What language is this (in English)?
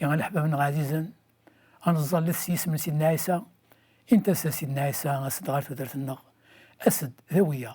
Kabyle